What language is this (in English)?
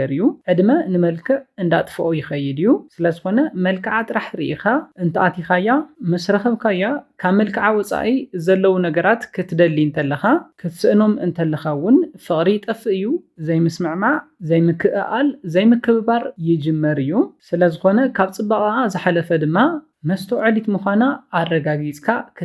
Tigrinya